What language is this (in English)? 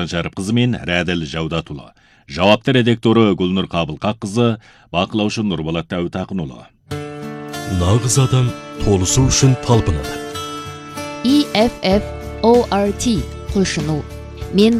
Kazakh